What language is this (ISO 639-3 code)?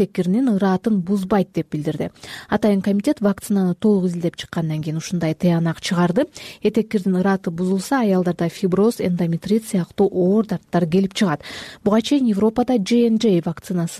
kir